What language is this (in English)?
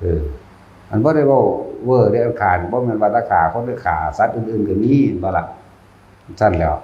Northeastern Thai